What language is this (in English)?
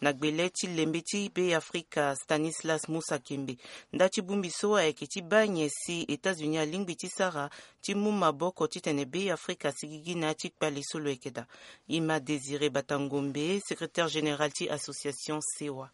Sango